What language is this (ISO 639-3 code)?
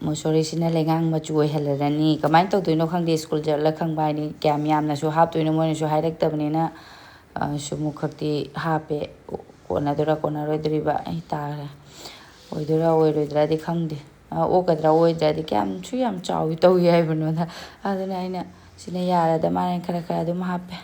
mni